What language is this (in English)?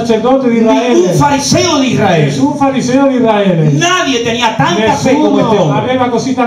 Spanish